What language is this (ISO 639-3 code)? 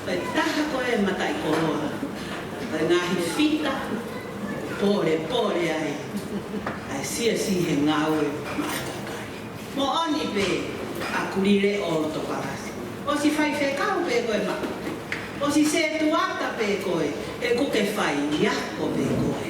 ton